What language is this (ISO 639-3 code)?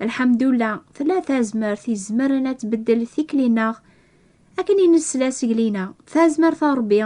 kab